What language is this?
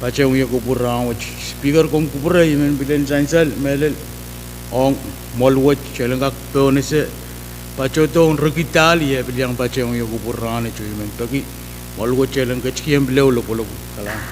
Pohnpeian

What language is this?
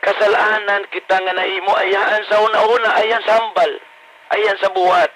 Hiligaynon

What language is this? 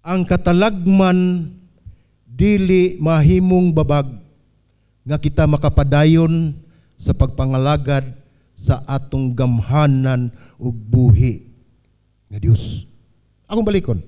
Cebuano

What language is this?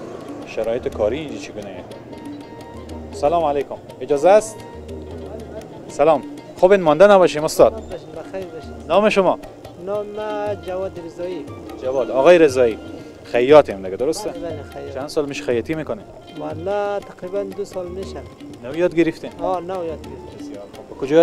Persian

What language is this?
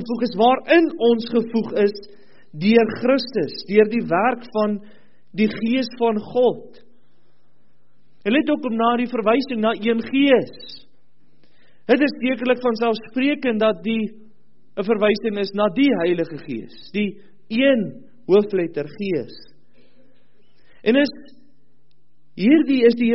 Afrikaans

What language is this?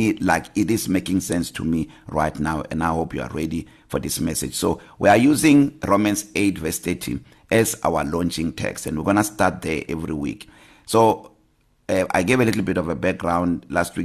English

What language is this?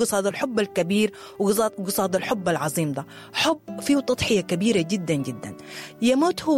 Sudanese Arabic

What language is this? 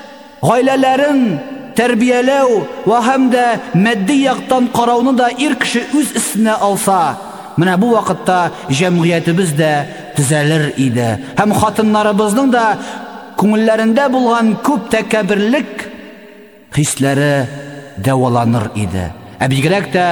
Tatar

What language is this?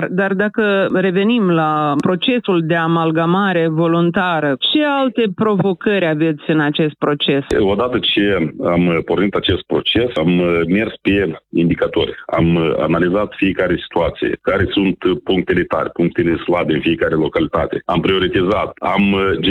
Romanian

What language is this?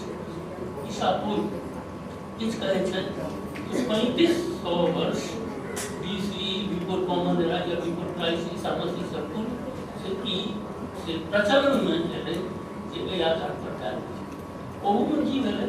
Maithili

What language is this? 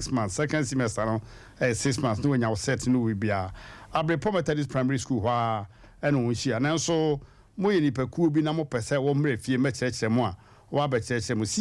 Akan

